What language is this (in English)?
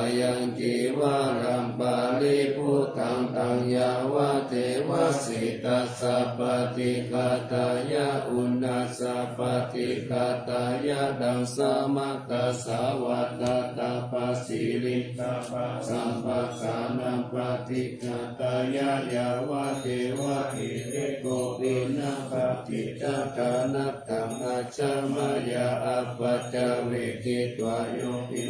Pali